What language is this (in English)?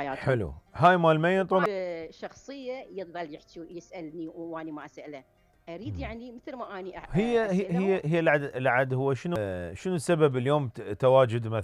Mesopotamian Arabic